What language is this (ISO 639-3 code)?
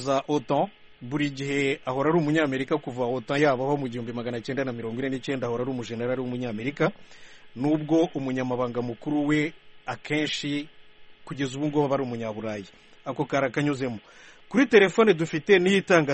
kin